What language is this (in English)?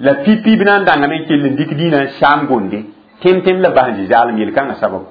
Mossi